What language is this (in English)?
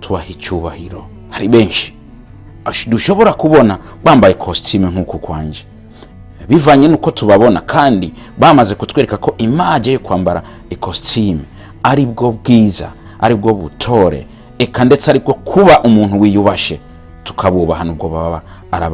Rundi